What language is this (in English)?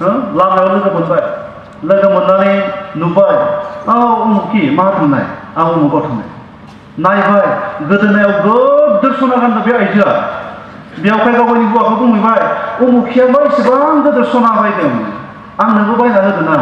Bodo